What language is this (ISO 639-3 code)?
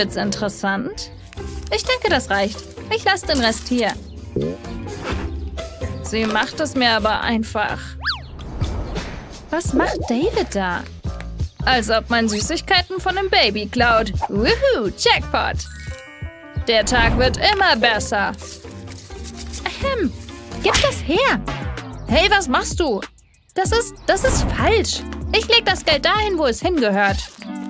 deu